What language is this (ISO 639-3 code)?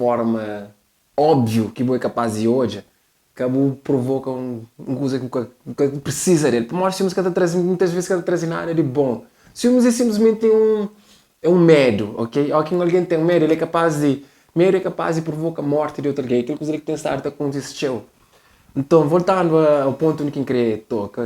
kea